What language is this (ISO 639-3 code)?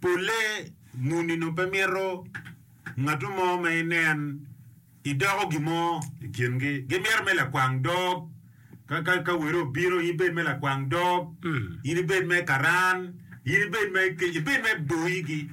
ach